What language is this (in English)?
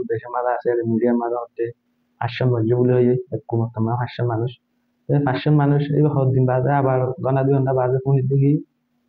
Rohingya